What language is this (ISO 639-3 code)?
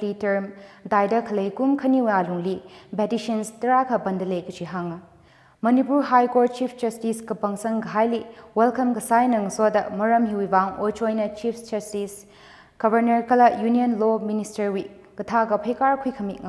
nmf